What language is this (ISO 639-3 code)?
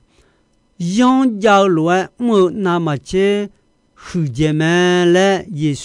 ahk